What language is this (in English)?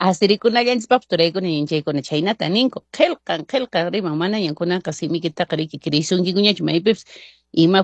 Quechua